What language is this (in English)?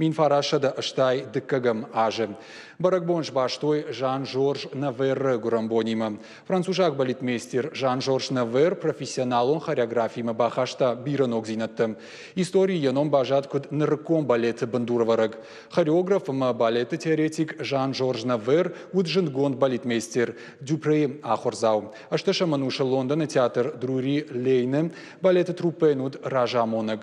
Ossetic